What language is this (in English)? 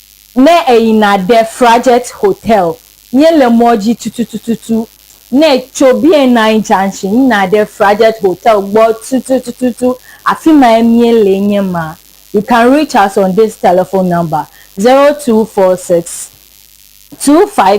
Ewe